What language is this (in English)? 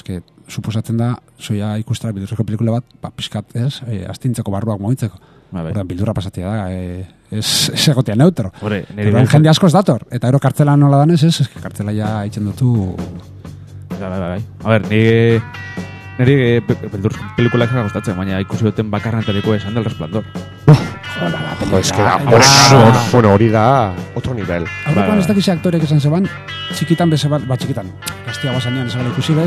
Basque